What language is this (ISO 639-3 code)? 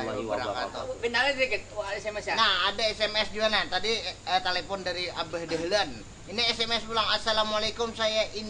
bjn